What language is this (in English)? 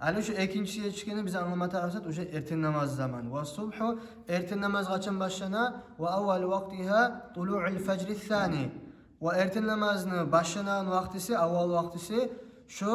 Kumyk